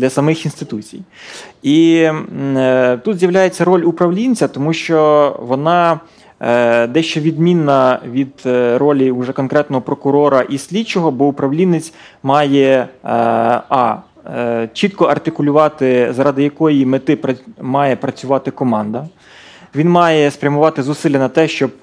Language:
Ukrainian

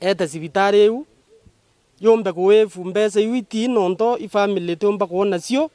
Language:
Meru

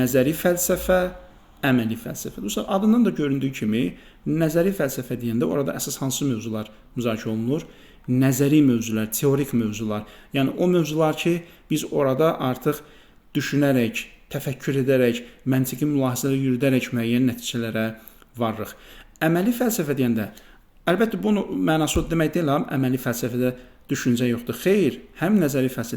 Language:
Azerbaijani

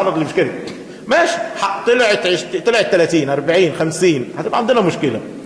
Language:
Egyptian Arabic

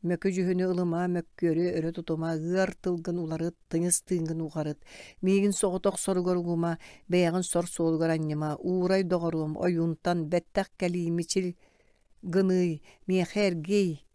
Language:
Yakut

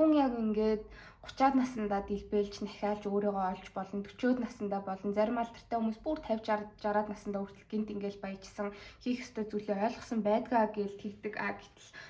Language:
Mongolian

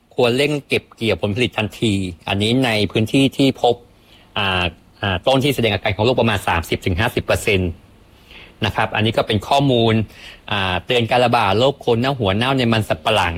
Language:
Thai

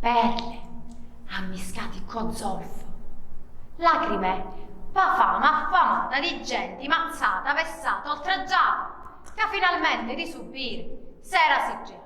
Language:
Sicilian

